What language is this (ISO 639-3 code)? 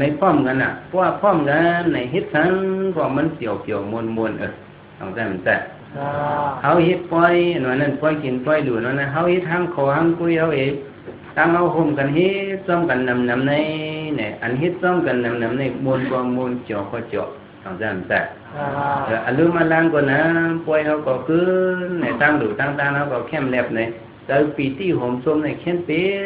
shn